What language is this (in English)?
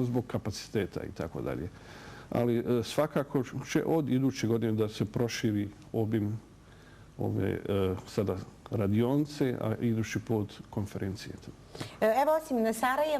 Bosnian